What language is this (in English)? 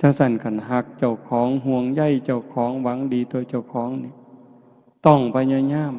Northeastern Thai